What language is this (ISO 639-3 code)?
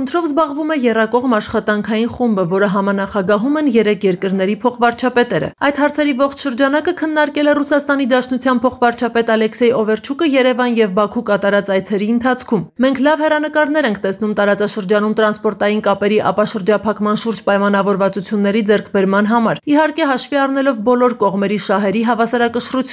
hye